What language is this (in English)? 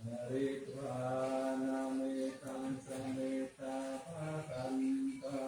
Pali